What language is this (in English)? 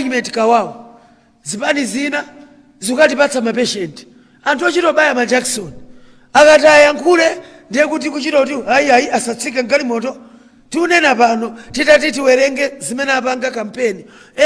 Nyanja